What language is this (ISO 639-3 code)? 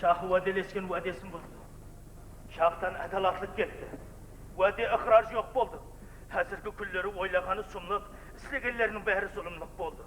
kaa